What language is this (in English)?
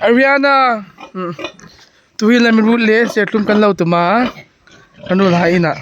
Hmar